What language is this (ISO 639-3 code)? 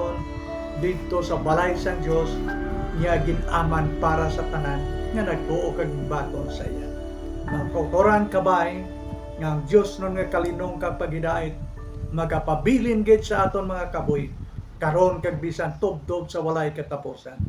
hil